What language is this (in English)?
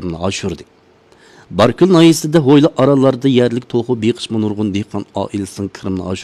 Uyghur